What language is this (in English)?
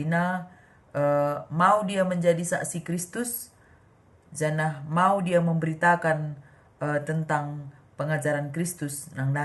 Batak Karo